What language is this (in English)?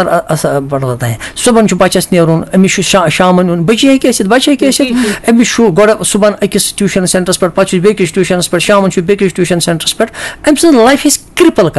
Kashmiri